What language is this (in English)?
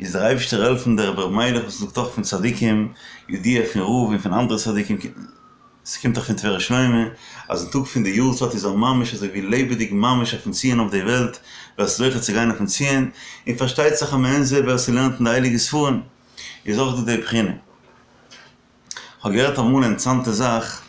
Yiddish